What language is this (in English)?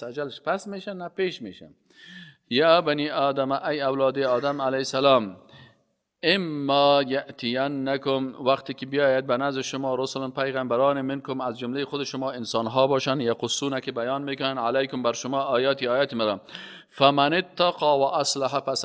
Persian